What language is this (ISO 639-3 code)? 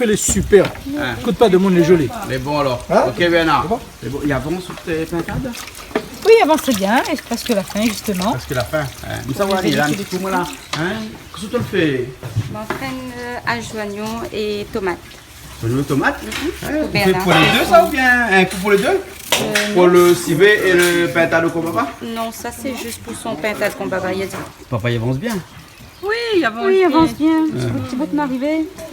rcf